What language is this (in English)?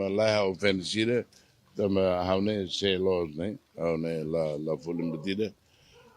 Tetum